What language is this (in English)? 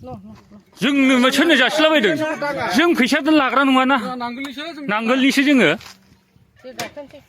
Bodo